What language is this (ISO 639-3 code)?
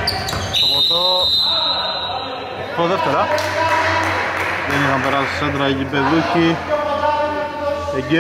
ell